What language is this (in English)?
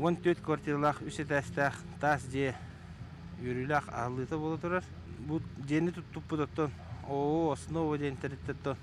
Yakut